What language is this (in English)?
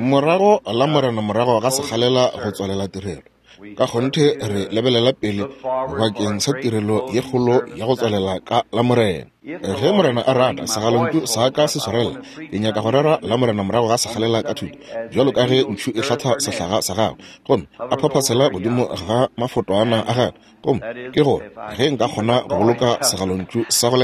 Northern Sotho